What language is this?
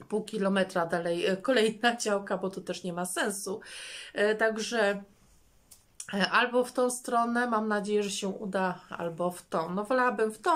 Polish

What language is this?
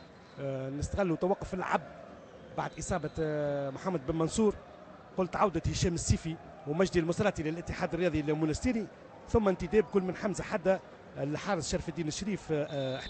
Tunisian Arabic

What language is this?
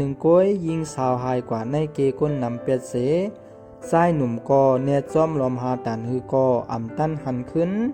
Shan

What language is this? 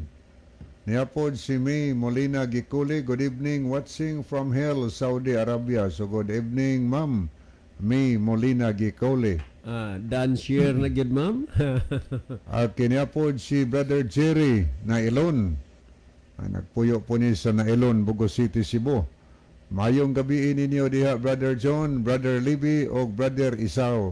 Cebuano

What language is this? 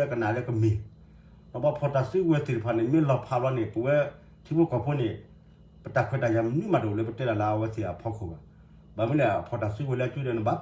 S'gaw Karen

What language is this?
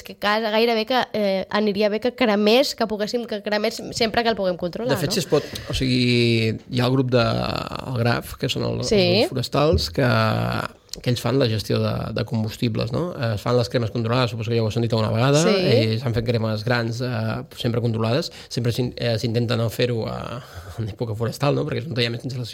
Catalan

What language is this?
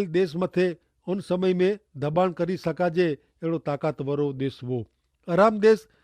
Kachhi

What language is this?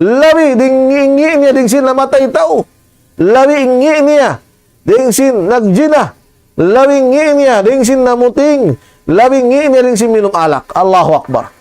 Tausug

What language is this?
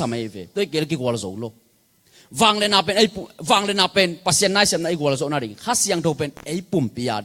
Tedim Chin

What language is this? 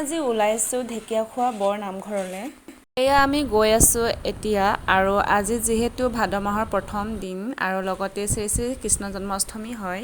Assamese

